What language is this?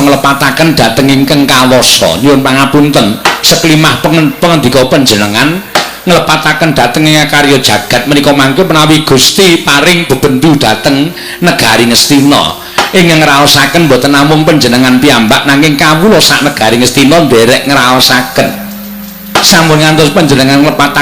Javanese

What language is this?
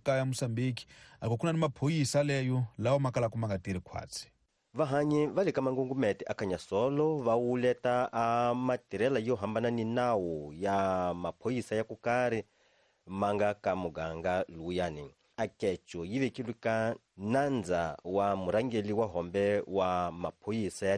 Tsonga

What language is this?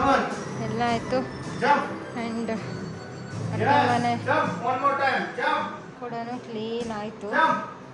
Kannada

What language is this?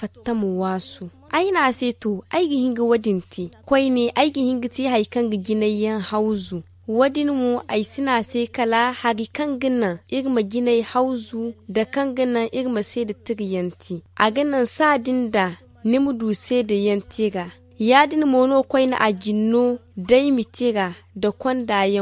Zarma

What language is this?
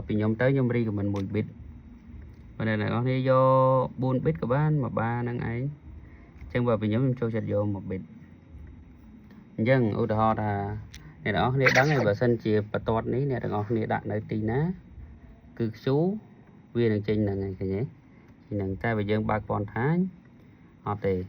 Khmer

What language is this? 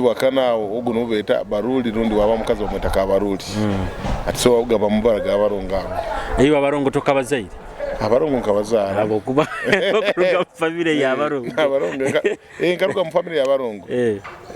Nyoro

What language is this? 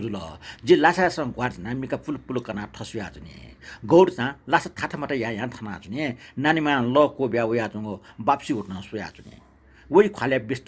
Newari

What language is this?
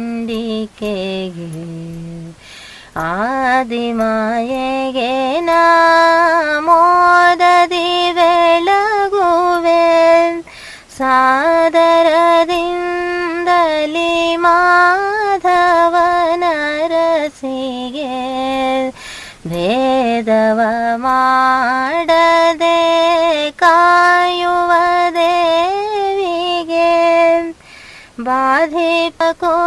Kannada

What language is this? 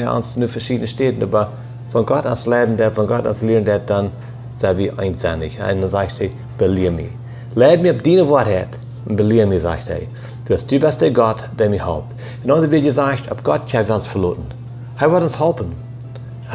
Plautdietsch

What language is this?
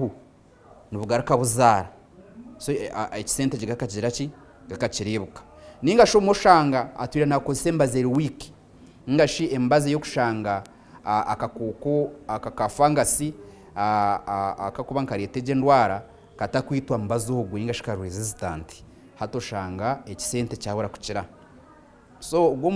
Nyankole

